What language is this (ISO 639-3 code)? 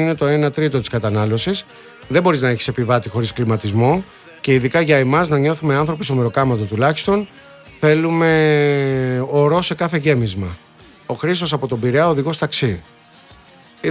ell